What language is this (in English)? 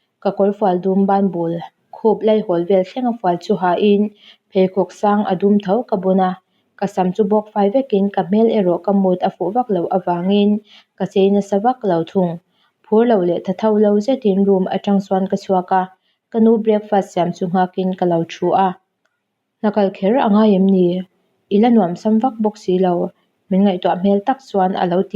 Mizo